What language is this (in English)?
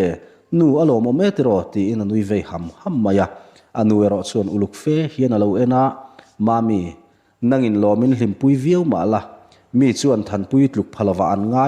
Mizo